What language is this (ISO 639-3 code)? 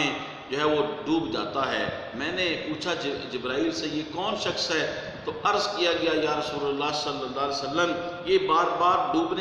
urd